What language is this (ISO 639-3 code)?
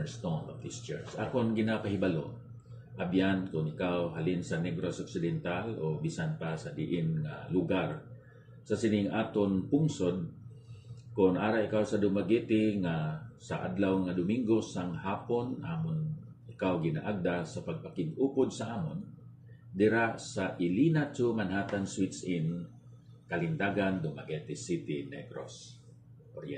hil